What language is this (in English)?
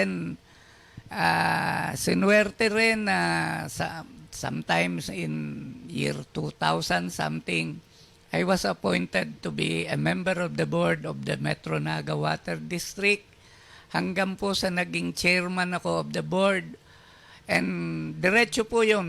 Bikol